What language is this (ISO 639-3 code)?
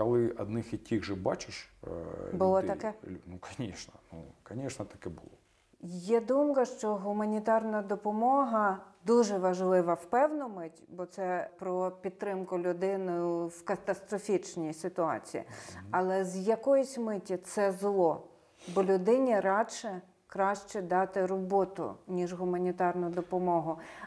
ukr